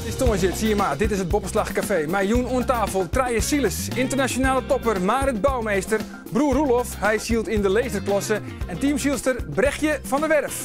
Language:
Western Frisian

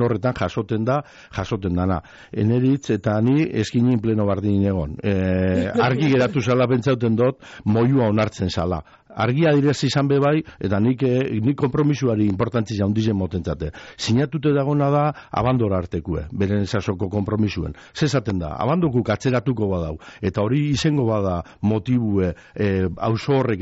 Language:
Basque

